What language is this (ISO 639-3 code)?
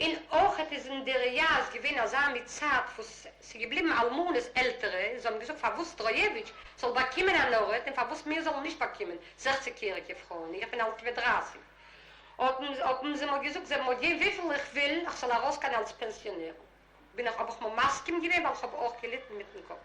yid